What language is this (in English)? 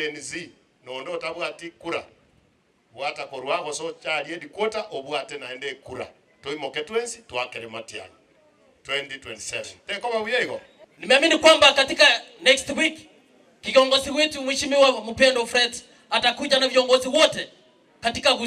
Gusii